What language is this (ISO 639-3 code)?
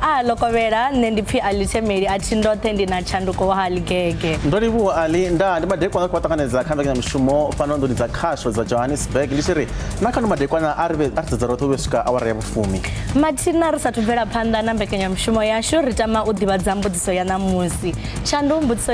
ven